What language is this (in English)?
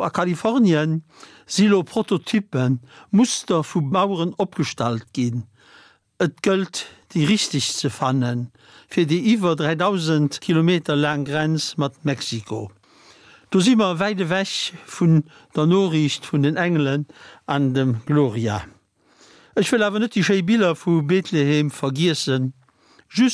Luxembourgish